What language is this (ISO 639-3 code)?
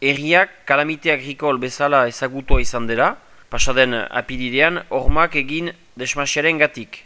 eus